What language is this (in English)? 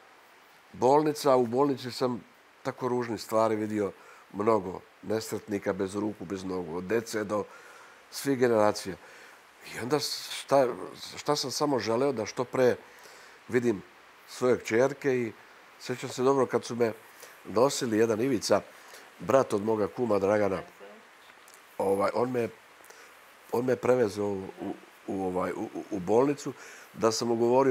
Serbian